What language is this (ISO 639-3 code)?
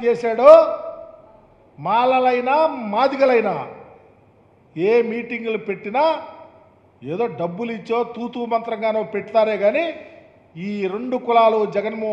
tel